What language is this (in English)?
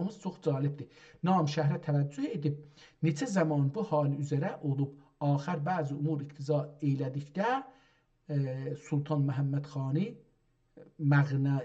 South Azerbaijani